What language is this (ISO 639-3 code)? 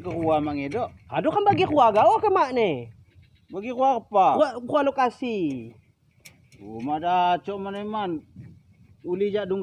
ljp